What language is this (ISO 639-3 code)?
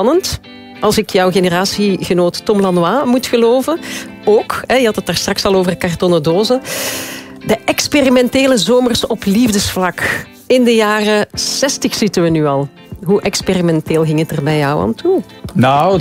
nld